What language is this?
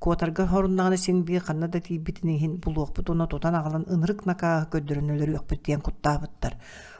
Yakut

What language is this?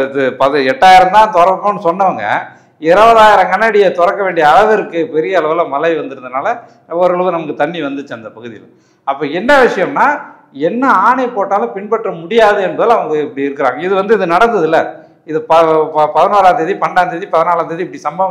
Tamil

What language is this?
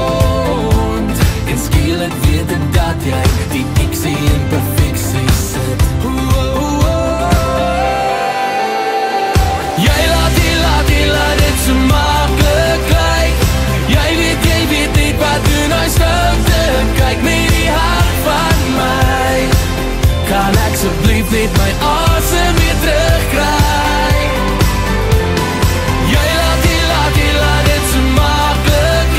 Afrikaans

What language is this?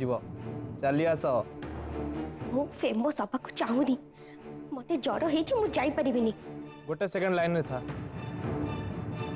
Odia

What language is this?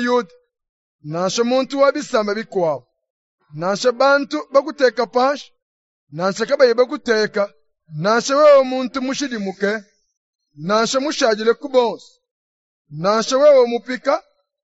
Luba-Lulua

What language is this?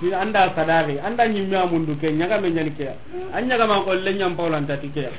Soninke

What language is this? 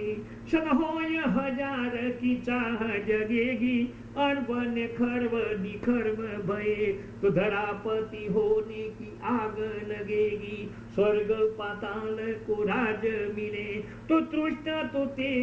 Gujarati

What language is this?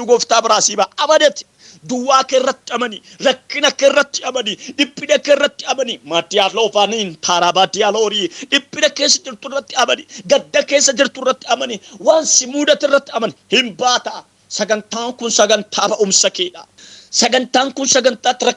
Oromo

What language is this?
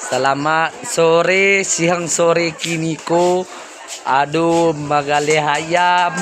Minangkabau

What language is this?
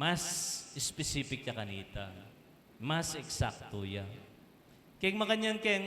Pampanga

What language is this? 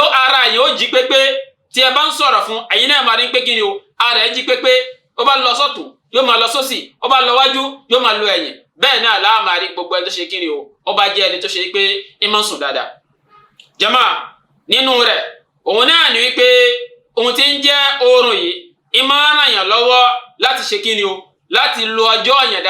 Yoruba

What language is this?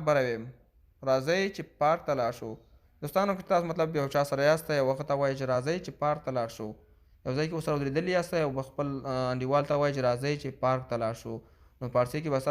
Pashto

